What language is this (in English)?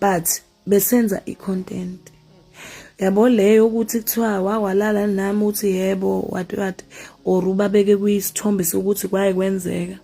Zulu